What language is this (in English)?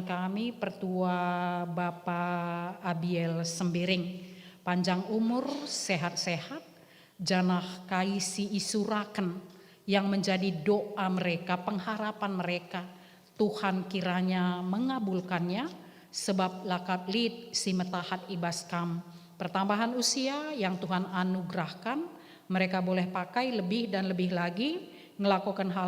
Batak Karo